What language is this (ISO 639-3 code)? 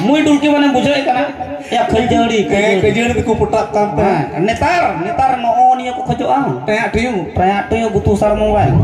sat